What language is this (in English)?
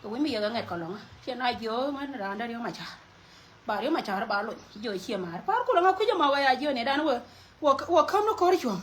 Nuer